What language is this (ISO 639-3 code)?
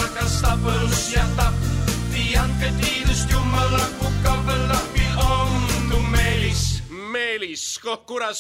est